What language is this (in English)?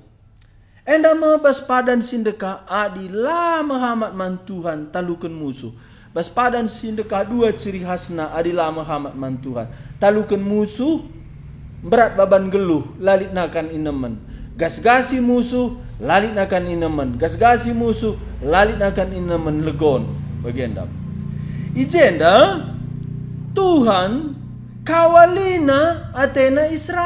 Batak Karo